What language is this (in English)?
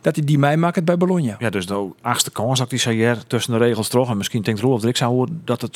Western Frisian